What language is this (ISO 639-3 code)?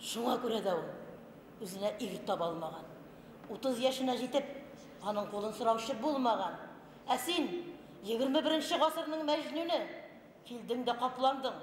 bak